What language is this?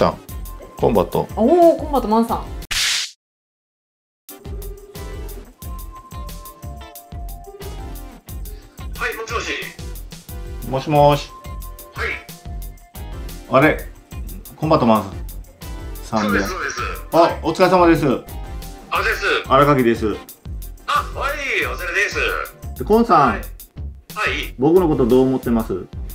Japanese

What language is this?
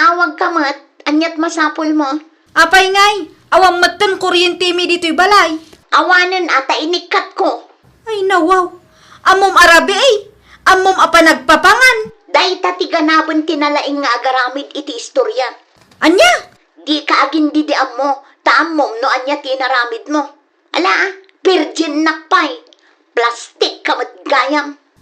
Iloko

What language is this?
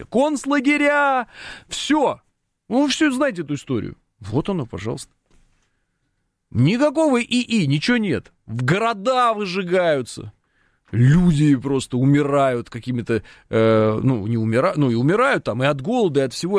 Russian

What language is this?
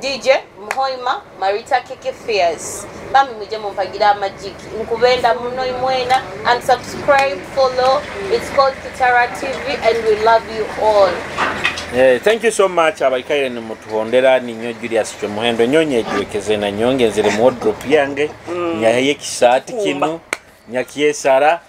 Nyoro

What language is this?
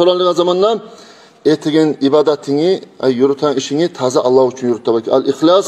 Kumyk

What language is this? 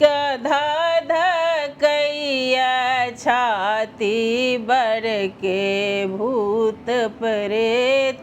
Maithili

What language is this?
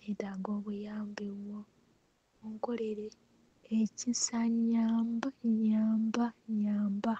Ganda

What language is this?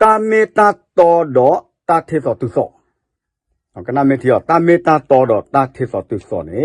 S'gaw Karen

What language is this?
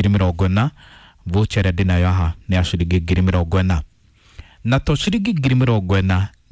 Kikuyu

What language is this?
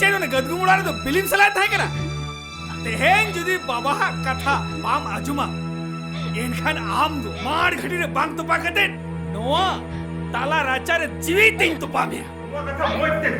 Santali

